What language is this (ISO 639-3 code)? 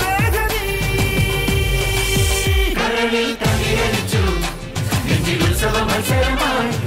mal